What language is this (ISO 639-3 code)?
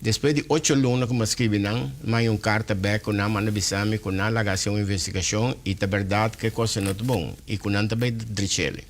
pap